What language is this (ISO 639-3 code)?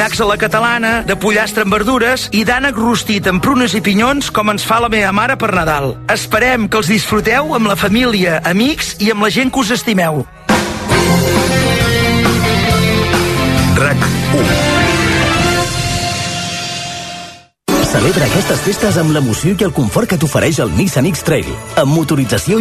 cat